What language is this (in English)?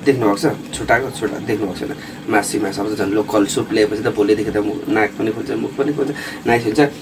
Nepali